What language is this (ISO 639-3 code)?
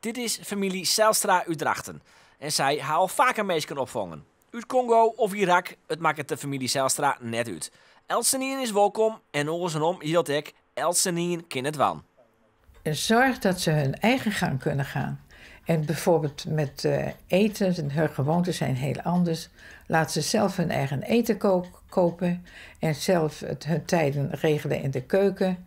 fry